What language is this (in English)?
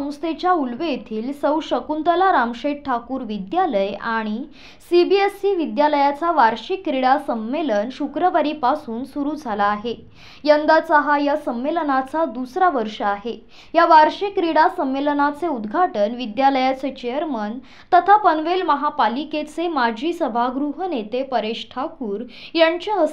Marathi